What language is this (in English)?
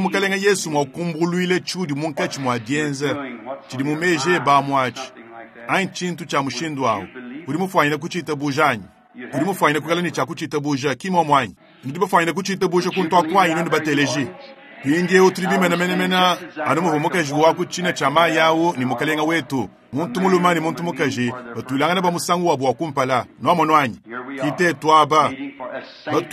Luba-Lulua